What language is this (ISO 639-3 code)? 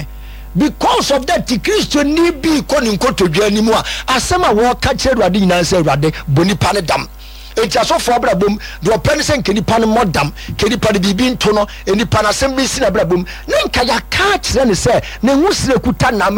aka